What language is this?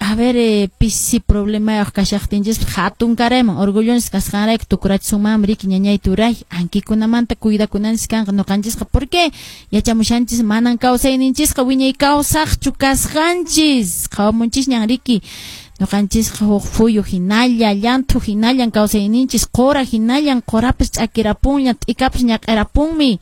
Quechua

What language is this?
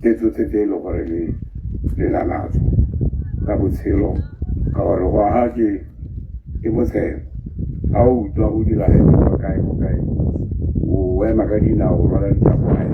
Tswana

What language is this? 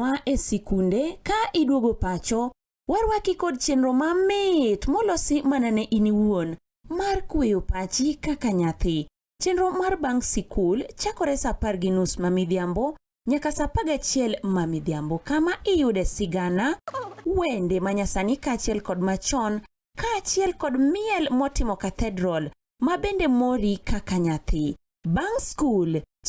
Luo (Kenya and Tanzania)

